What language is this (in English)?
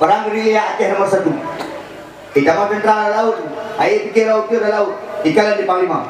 Achinese